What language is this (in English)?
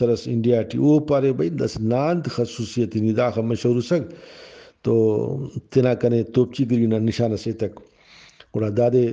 Brahui